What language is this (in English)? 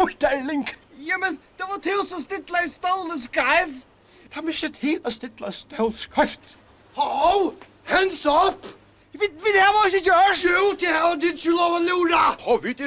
Faroese